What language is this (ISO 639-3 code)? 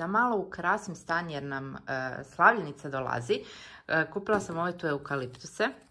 hrv